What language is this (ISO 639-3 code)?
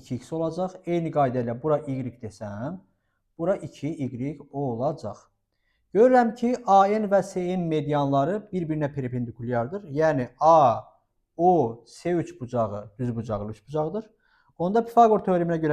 aze